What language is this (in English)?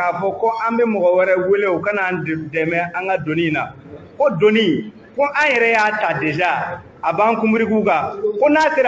Bambara